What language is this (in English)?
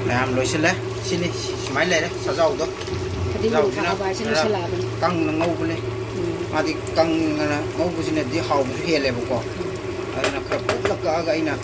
Manipuri